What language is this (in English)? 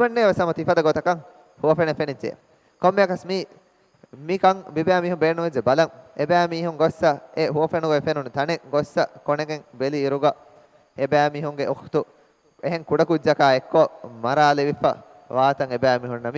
Divehi